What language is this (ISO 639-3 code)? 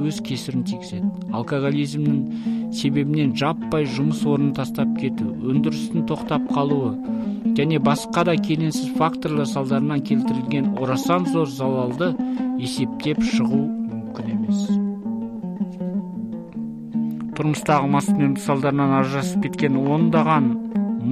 kaz